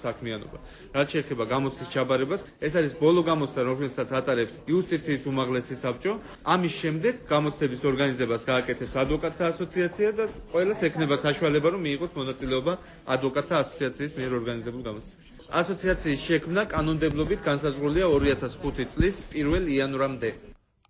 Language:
Georgian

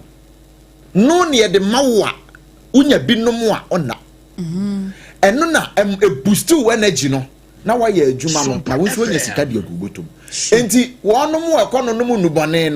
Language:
Akan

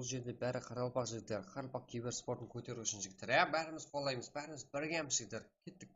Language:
Kara-Kalpak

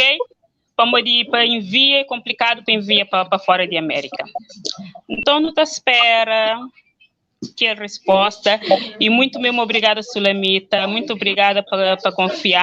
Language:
Kabuverdianu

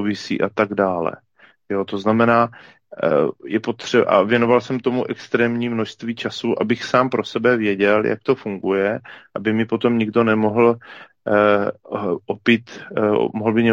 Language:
Czech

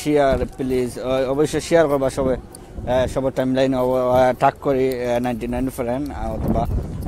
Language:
Sylheti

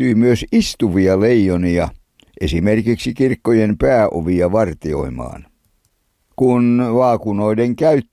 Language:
Finnish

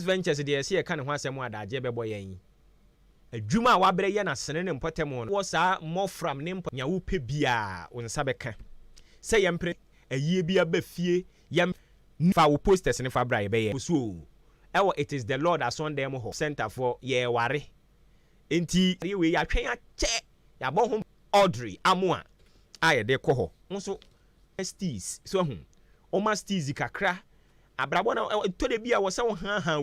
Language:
Akan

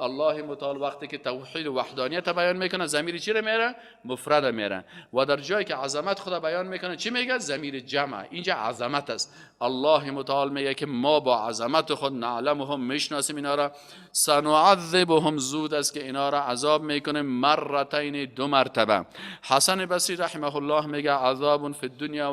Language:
Persian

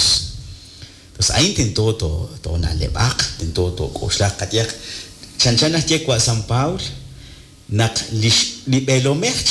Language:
Kekchí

